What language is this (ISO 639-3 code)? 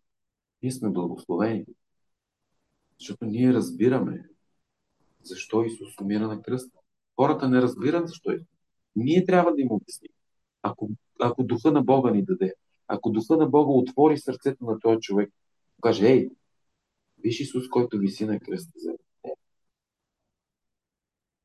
bul